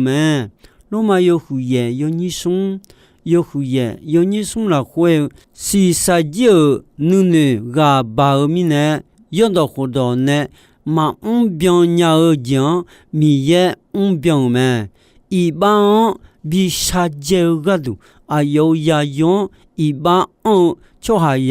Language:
Akha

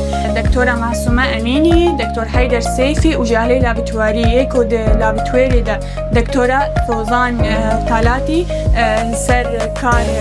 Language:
Kurdish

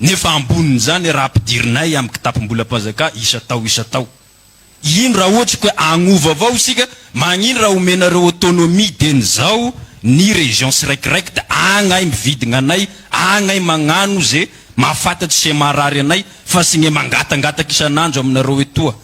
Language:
Malagasy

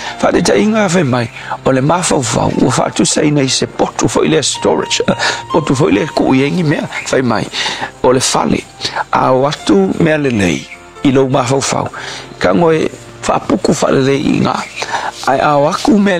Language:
Samoan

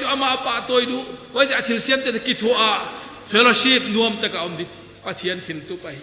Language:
Paite Chin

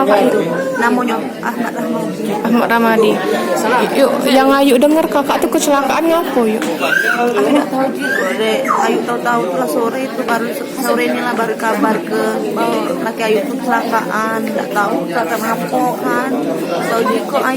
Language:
Musi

